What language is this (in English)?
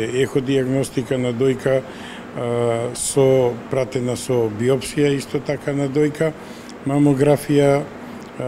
Macedonian